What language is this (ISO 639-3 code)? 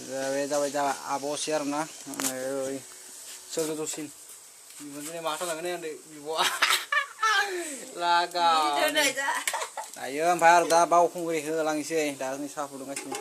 brx